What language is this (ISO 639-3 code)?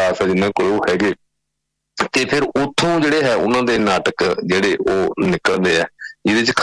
pan